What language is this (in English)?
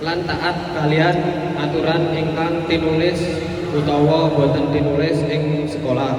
Javanese